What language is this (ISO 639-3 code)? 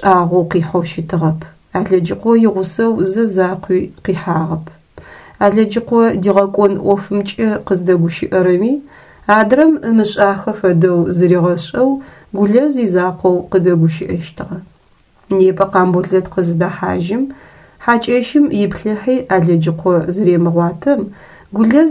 ady